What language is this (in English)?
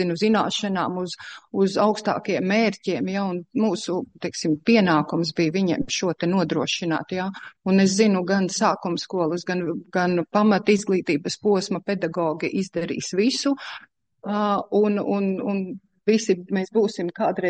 Latvian